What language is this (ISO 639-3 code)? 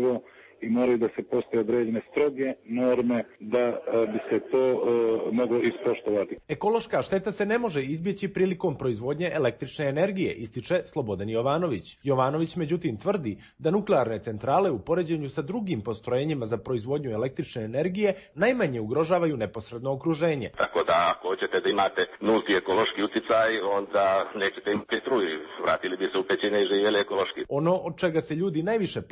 srp